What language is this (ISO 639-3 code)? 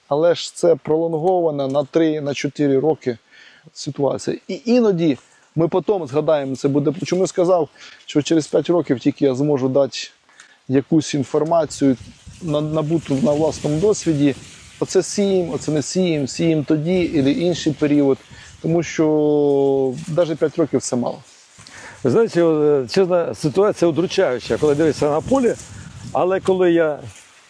ukr